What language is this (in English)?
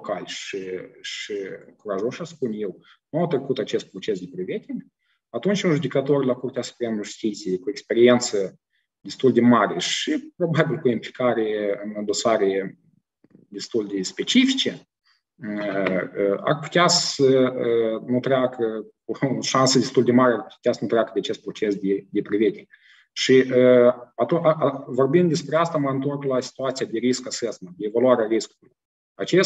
Romanian